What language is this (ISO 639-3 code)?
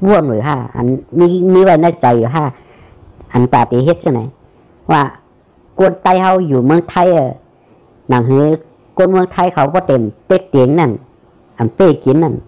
shn